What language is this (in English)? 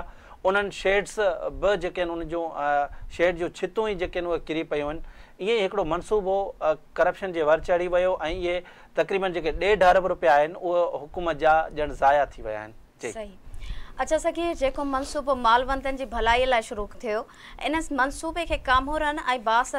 Sindhi